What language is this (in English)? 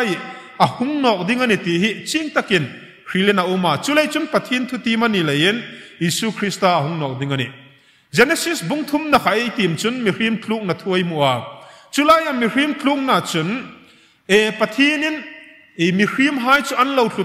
Hmar